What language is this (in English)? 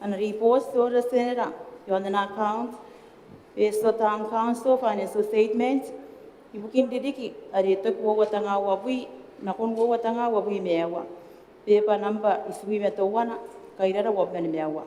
Gilbertese